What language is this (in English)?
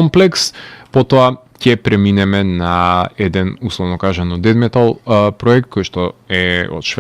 Macedonian